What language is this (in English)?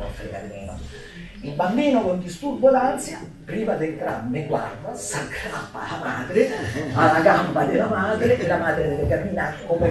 Italian